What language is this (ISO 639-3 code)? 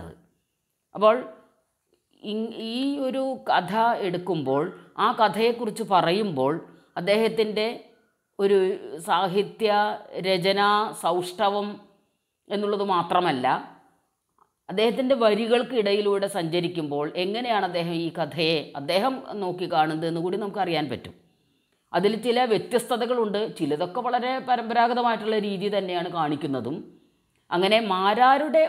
mal